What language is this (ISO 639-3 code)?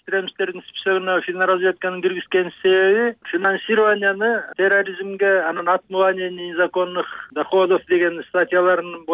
kir